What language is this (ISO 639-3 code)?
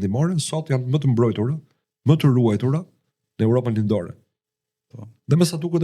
sqi